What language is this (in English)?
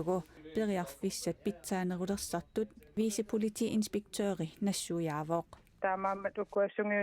Kalaallisut